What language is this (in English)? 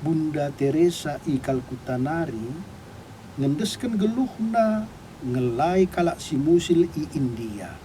Batak Karo